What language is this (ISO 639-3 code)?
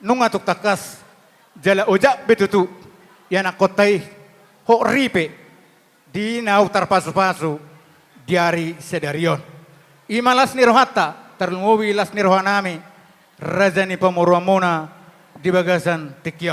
bbc